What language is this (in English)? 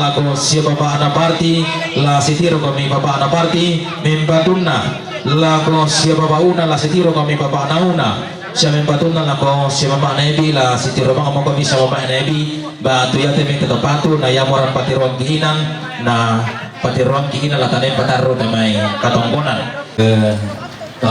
Toraja-Sa'dan